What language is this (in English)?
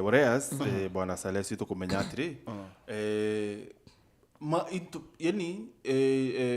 Meru